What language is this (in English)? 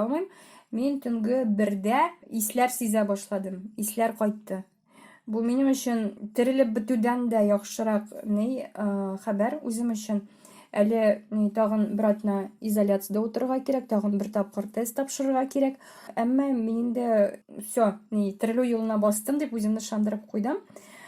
Tatar